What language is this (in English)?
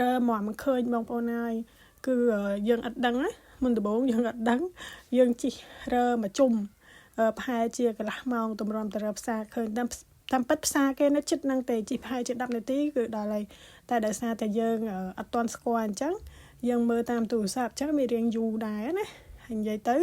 Khmer